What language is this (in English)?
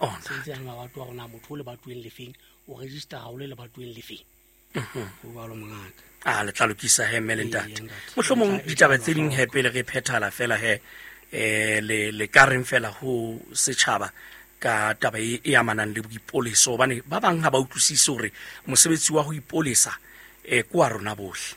Southern Sotho